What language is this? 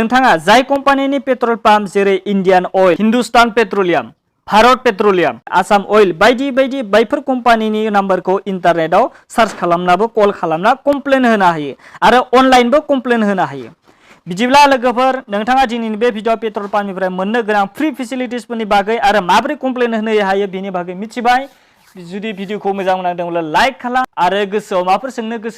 Bodo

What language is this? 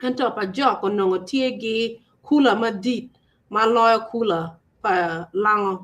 Acoli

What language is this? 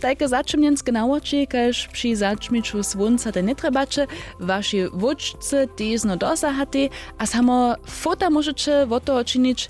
Upper Sorbian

